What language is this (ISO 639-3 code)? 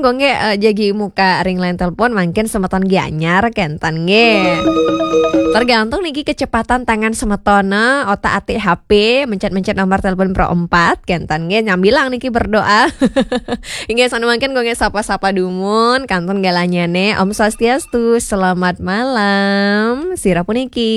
ban